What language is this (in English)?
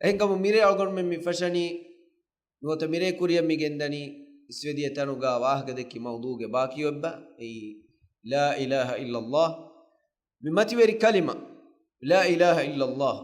Divehi